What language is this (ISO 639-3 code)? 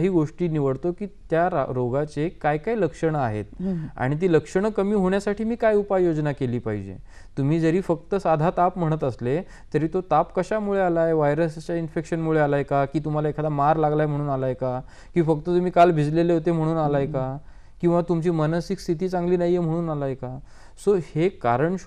mar